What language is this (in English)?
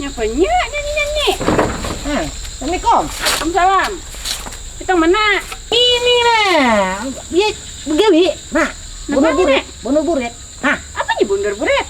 Banjar